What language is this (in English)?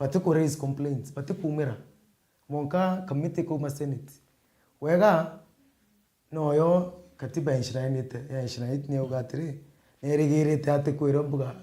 Meru